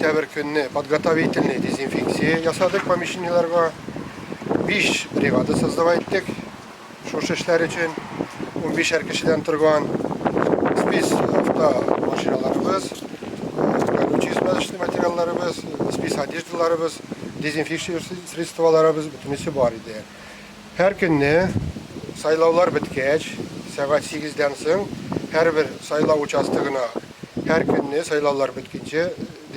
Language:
Tatar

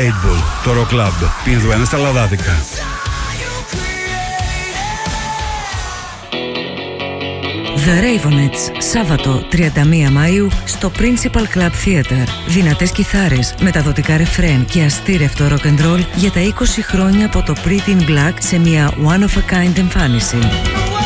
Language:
Greek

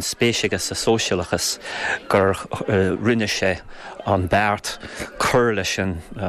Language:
Irish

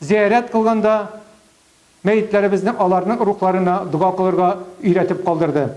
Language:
Tatar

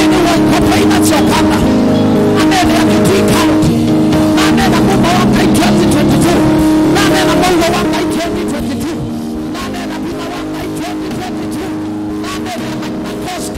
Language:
Kamba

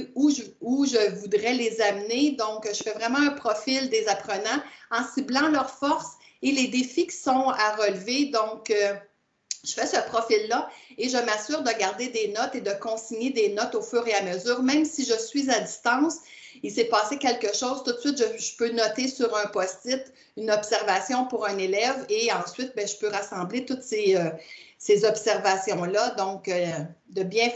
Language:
French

